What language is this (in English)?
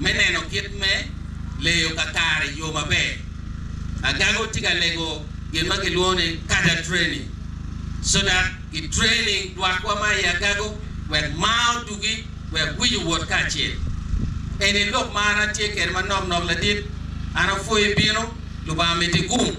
Acoli